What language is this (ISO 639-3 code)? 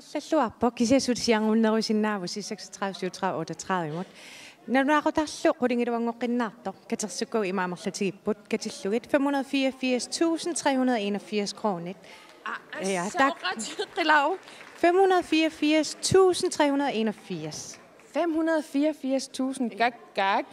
kal